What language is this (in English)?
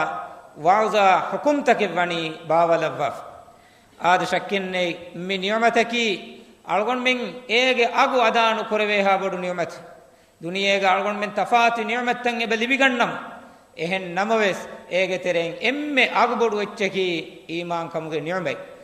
Divehi